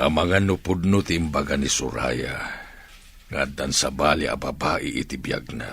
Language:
Iloko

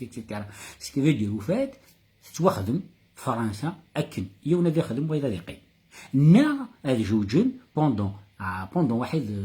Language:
Kabyle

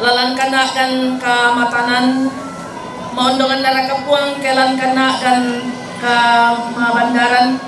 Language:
Toraja-Sa'dan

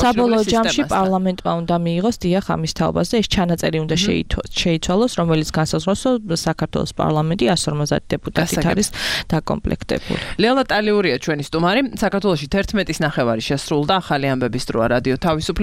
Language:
Georgian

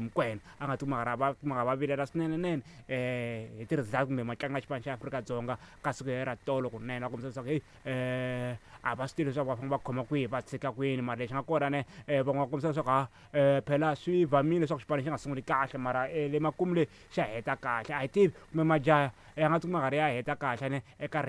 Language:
Tsonga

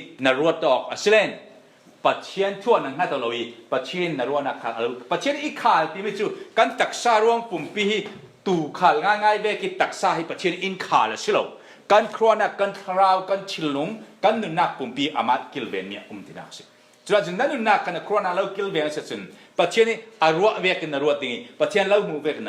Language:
Falam Chin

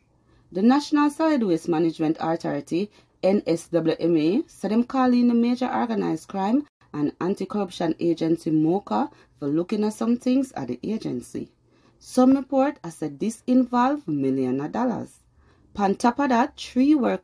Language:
Jamaican Creole English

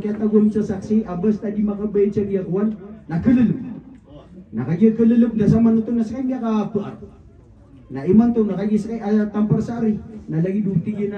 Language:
Maranao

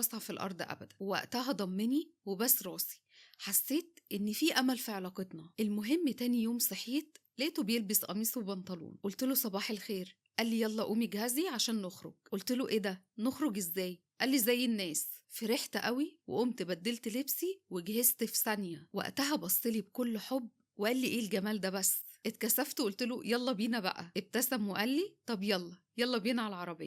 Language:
Egyptian Arabic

